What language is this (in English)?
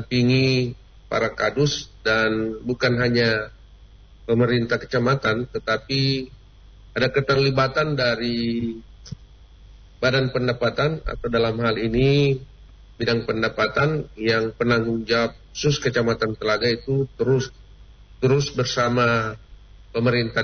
Indonesian